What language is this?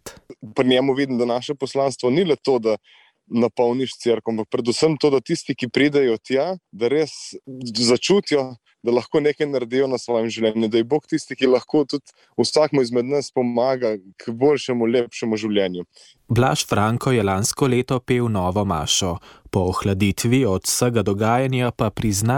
Slovenian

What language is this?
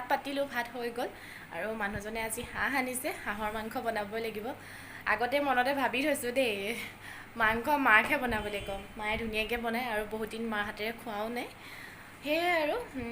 Assamese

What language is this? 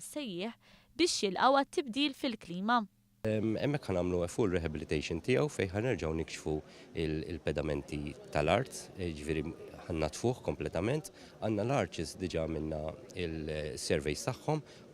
Maltese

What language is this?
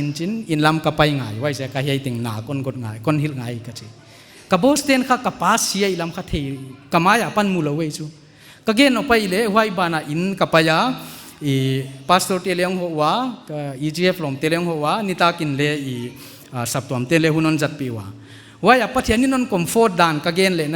Paite Chin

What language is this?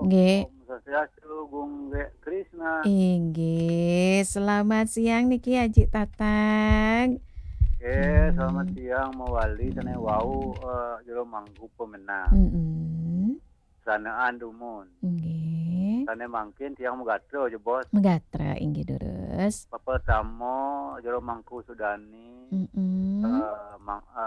Balinese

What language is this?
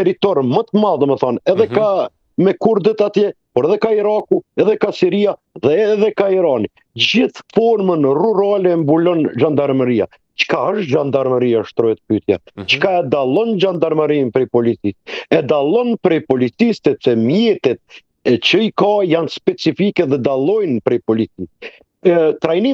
Albanian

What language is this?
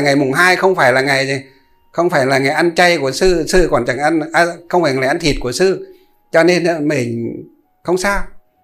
Vietnamese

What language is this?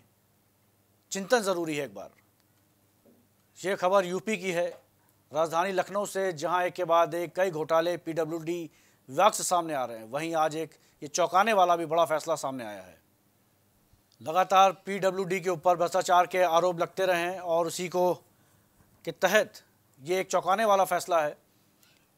Hindi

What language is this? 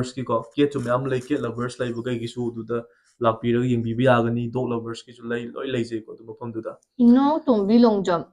Manipuri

